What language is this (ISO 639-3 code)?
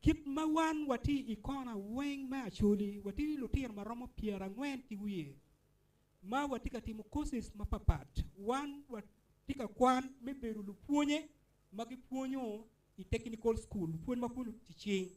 ach